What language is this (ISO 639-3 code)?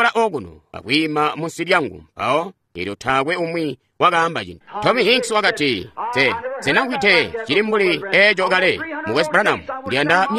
toi